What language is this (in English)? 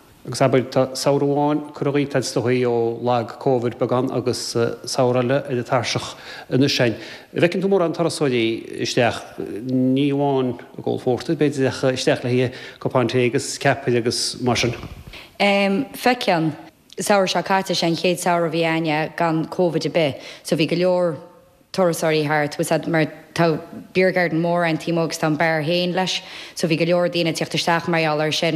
Irish